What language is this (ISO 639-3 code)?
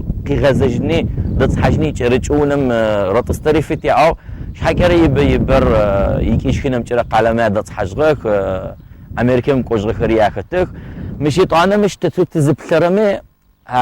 ady